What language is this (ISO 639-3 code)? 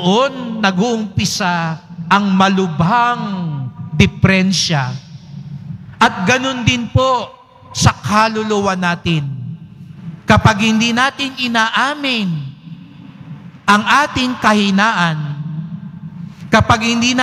fil